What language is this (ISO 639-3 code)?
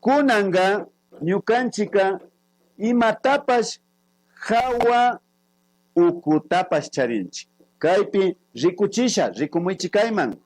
qvi